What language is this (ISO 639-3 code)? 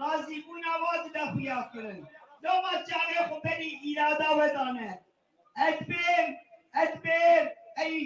kur